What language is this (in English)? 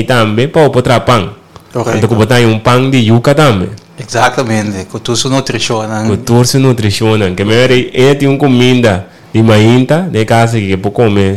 Papiamento